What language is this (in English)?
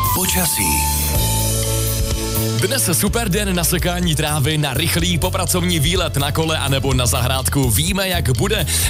Czech